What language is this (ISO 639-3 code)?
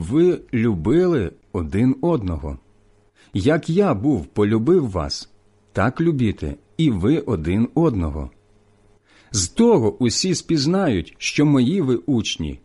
ukr